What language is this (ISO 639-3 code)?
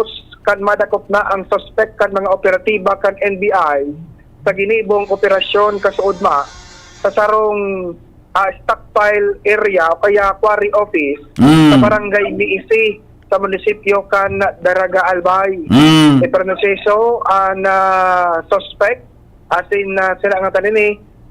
bik